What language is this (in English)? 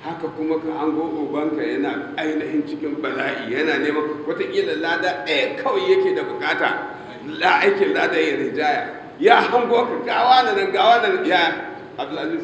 Hausa